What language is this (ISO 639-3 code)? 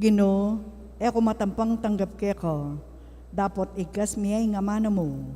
pam